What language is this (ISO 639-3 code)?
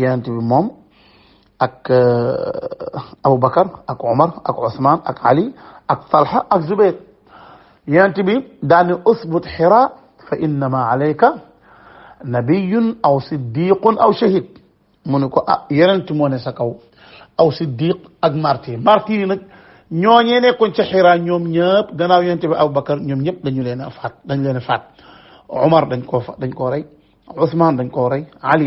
wol